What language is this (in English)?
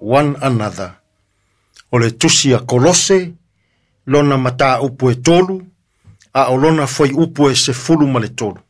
Samoan